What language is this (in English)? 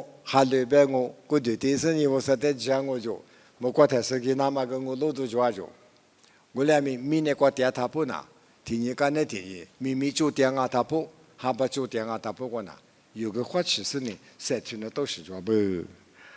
Lisu